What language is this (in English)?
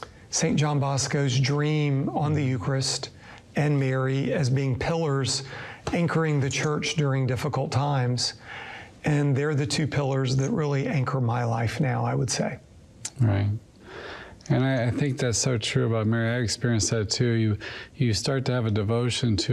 English